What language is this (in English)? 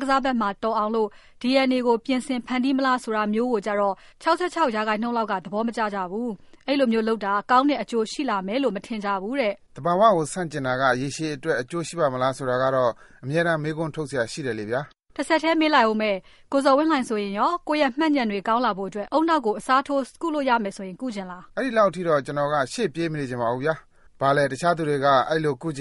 Burmese